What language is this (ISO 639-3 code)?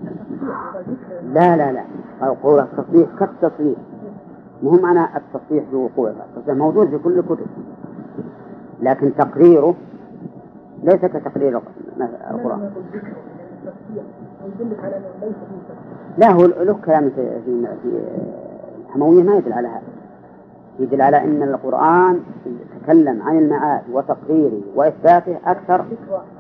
ara